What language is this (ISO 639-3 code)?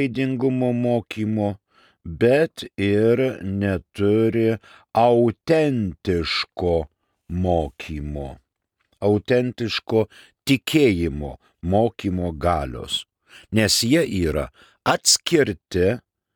lit